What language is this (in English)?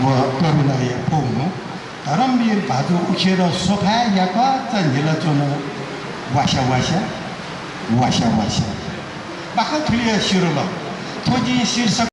Newari